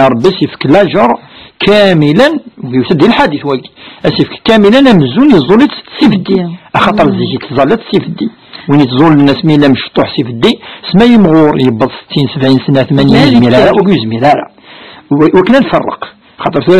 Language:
Kabyle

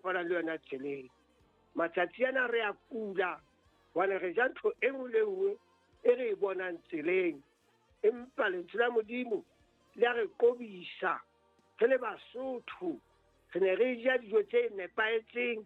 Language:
Southern Sotho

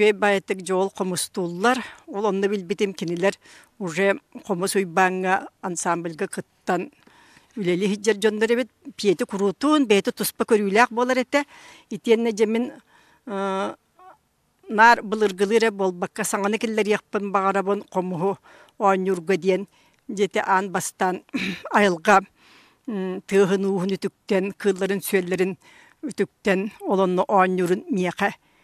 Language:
Yakut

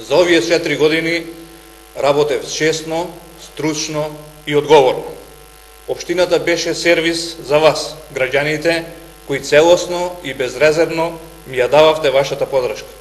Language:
Macedonian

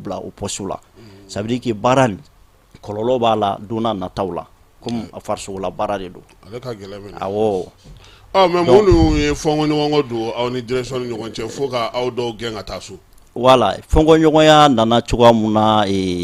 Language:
Bambara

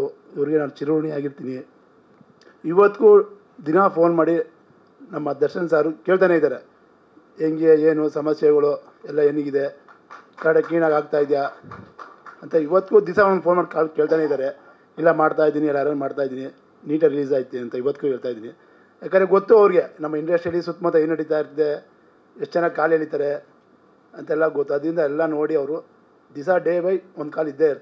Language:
Kannada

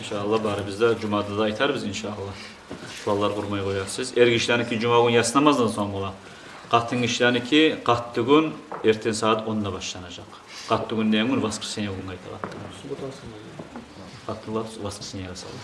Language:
Kumyk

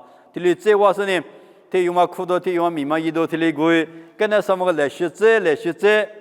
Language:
Lisu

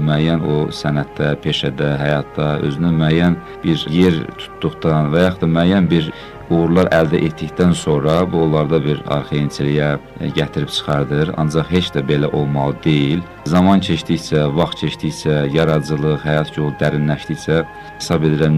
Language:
Azerbaijani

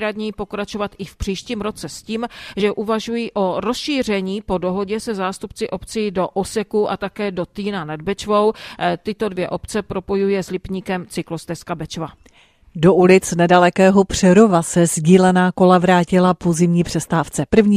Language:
Czech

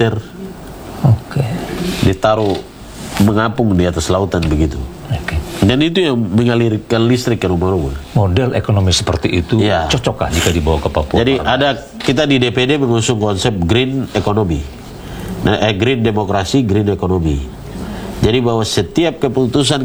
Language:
Indonesian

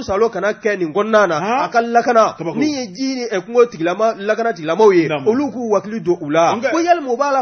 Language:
Bambara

